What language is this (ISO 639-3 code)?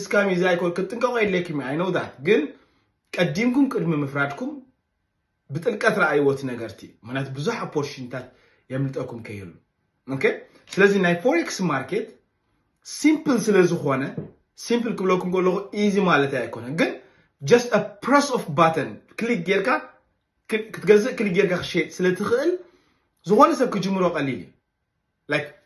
tir